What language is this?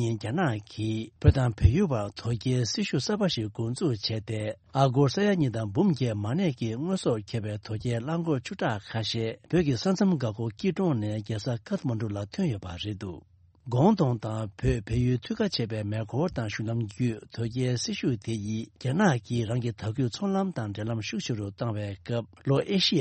Tibetan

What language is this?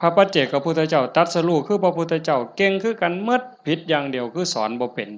Northeastern Thai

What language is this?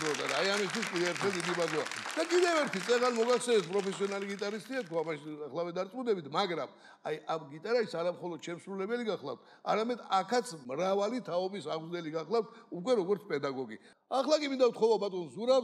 Georgian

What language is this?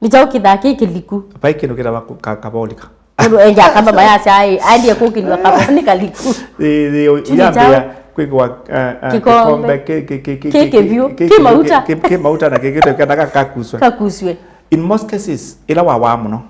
Kamba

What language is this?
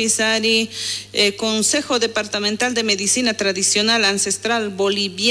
South Bolivian Quechua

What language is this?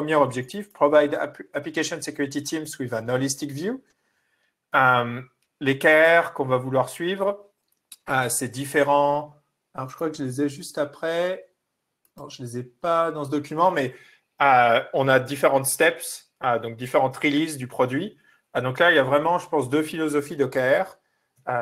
French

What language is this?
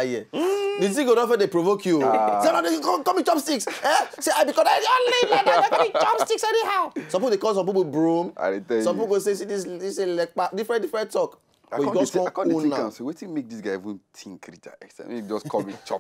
Nigerian Pidgin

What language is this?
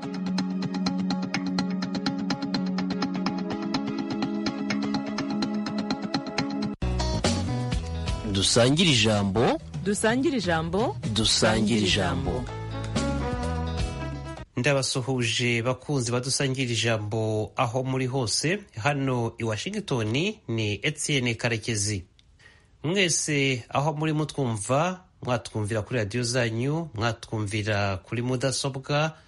Kinyarwanda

